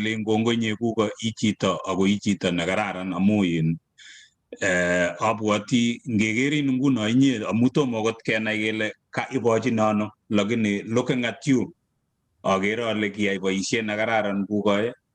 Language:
Kalenjin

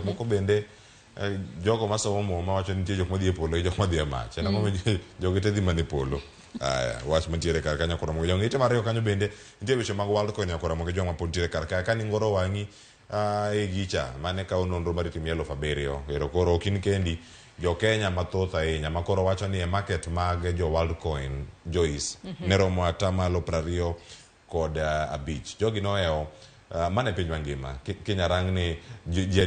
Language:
Luo (Kenya and Tanzania)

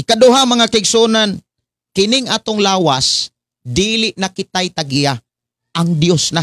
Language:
Cebuano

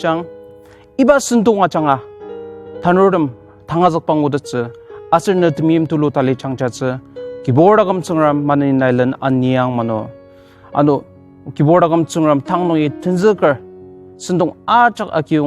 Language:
Ao Naga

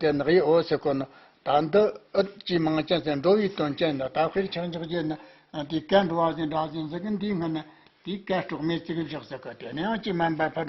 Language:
Tibetan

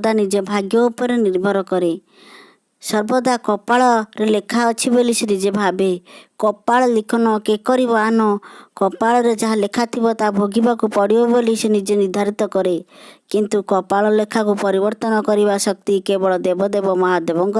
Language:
Odia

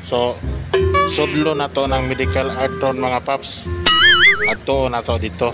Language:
Cebuano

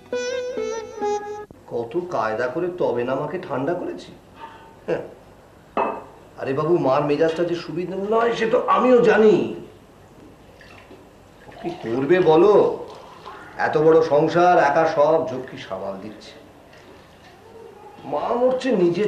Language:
Bangla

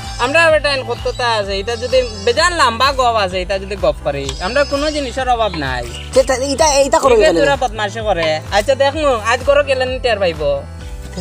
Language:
Sylheti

